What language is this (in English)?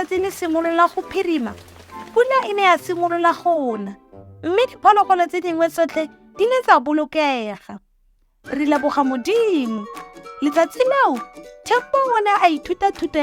Tswana